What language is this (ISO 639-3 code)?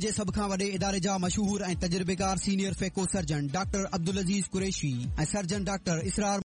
snd